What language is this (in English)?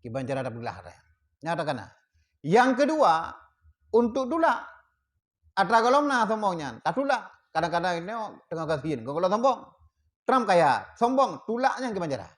Achinese